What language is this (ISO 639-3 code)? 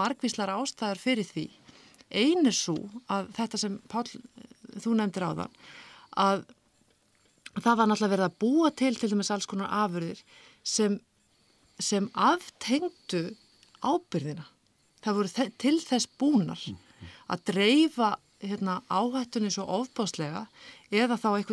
isl